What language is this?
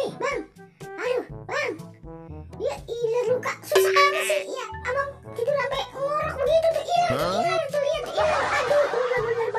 Betawi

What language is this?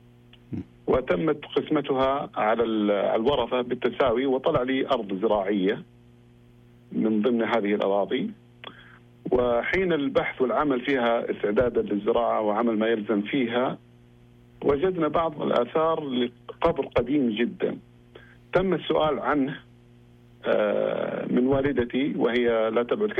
Arabic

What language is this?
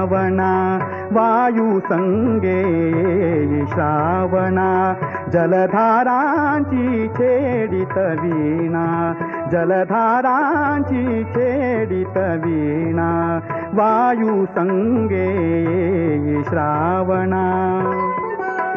Marathi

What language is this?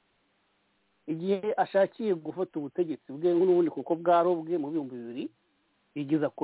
Kinyarwanda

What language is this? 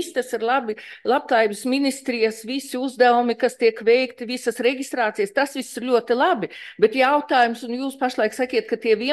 Latvian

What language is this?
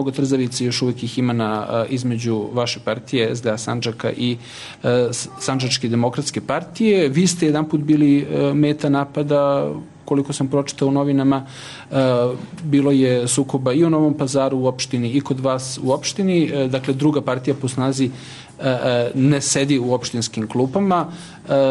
Serbian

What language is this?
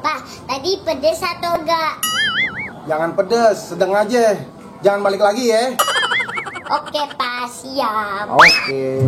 Betawi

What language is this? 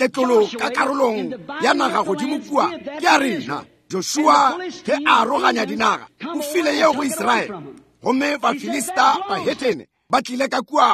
Northern Sotho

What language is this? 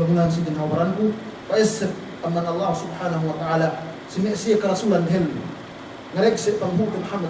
Yakan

